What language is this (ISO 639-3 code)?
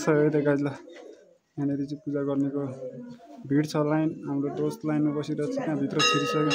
nep